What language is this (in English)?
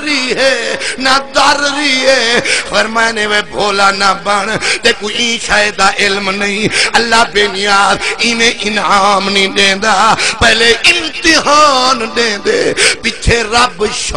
Saraiki